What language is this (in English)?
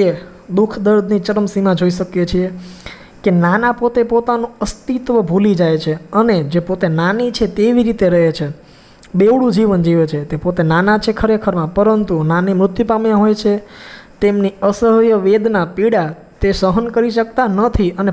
Gujarati